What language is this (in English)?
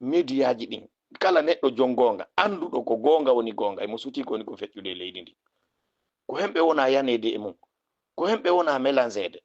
Fula